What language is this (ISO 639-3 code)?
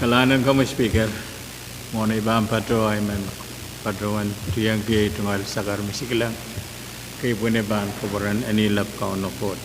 pon